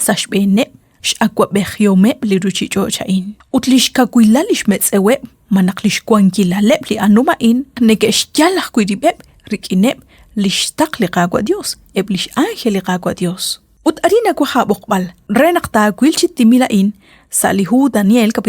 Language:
Kekchí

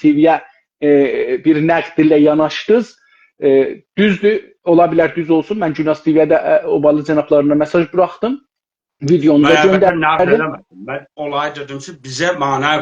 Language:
South Azerbaijani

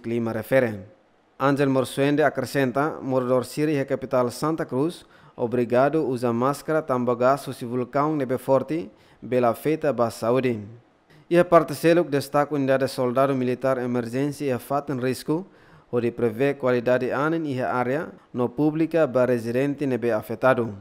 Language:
Tetum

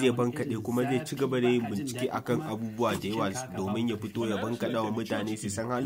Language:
Hausa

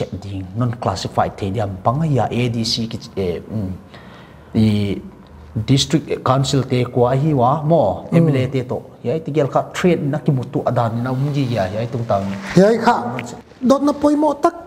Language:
Paite Chin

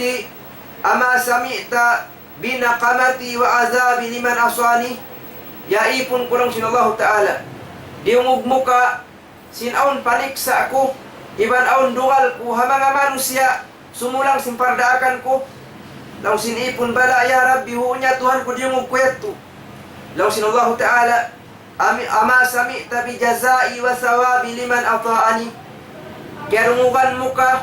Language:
Tausug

